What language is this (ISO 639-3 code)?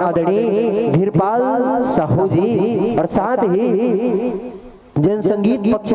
hne